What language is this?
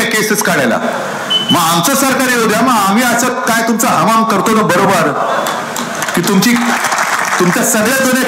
Marathi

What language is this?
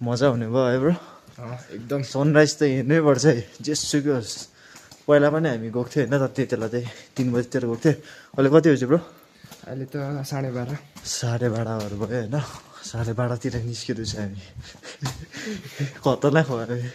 Nepali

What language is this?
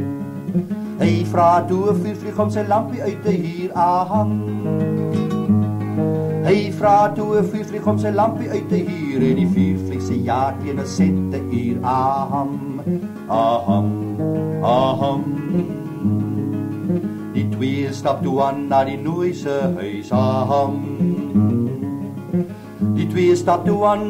Afrikaans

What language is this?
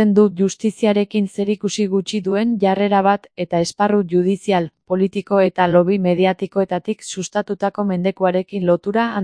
Basque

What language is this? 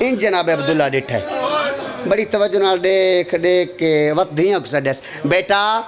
Pahari-Potwari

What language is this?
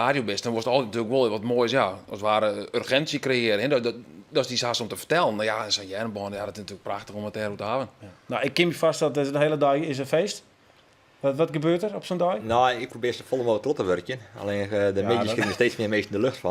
Western Frisian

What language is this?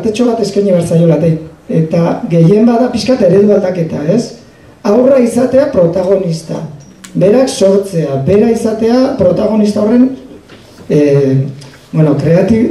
Basque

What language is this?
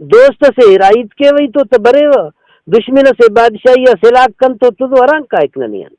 Brahui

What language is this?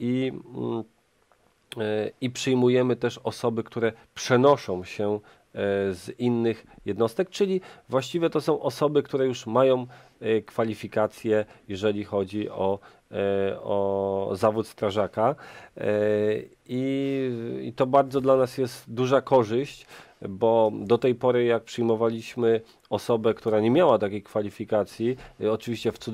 Polish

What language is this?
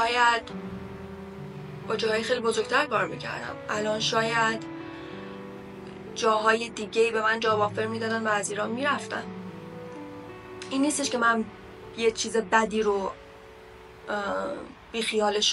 Persian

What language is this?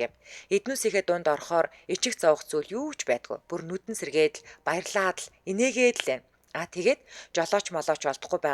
Mongolian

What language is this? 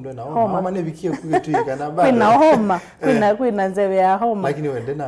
Kamba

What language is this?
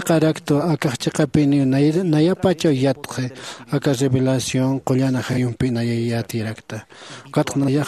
Aymara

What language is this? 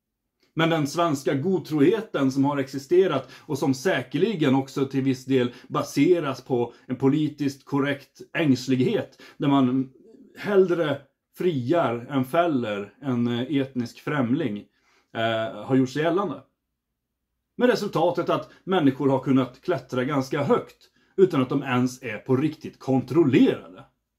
Swedish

